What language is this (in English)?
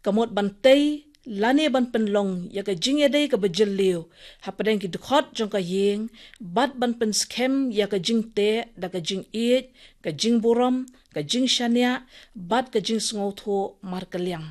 Khasi